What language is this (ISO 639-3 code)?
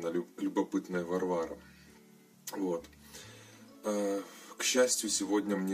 rus